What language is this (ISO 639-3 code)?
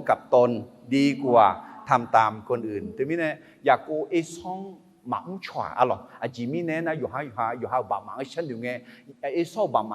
ahk